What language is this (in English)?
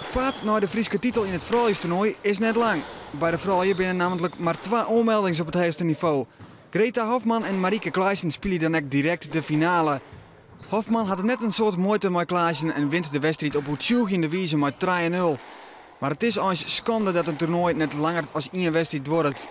Western Frisian